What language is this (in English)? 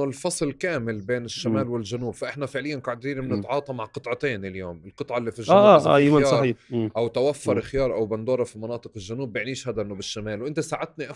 North Levantine Arabic